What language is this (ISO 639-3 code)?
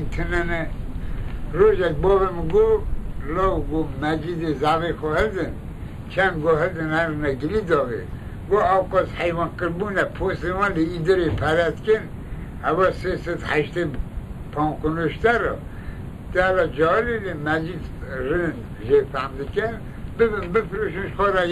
kur